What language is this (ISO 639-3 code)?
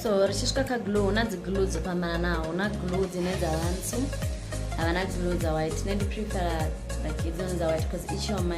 ven